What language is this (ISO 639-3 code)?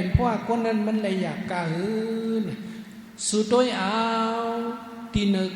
shn